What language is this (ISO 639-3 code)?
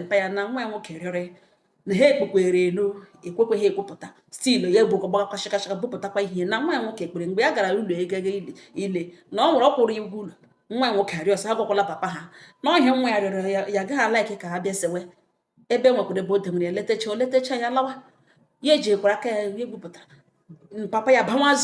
ibo